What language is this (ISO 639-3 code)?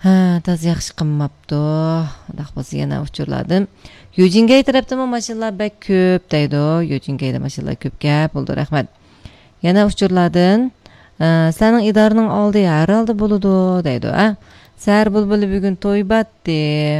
uig